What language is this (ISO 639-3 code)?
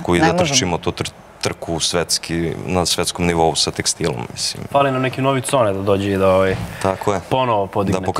srp